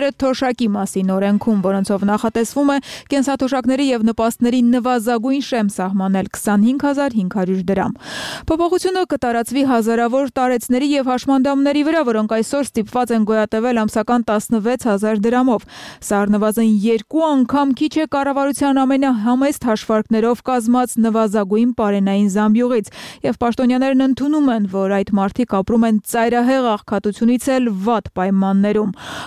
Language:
Armenian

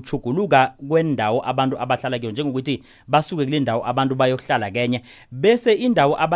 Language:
South Ndebele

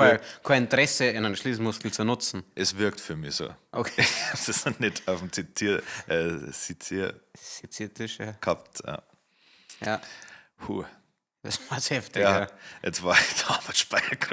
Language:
Bavarian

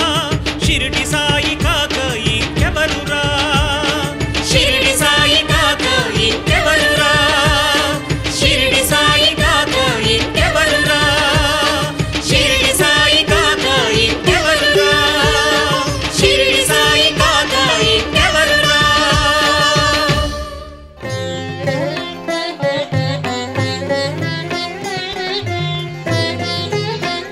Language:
Telugu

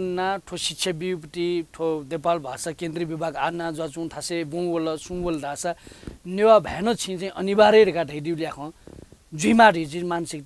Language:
Newari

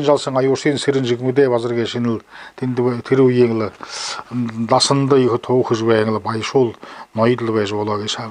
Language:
Buriat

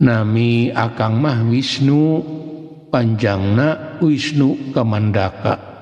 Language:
Sundanese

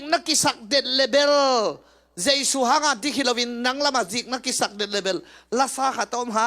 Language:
Tedim Chin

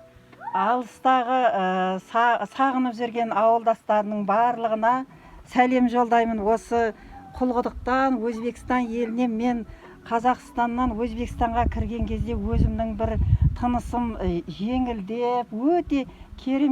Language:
Kazakh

